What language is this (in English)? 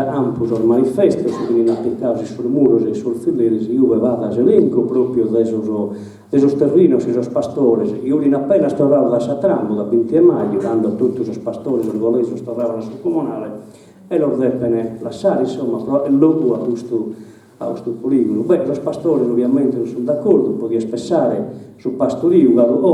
Sardinian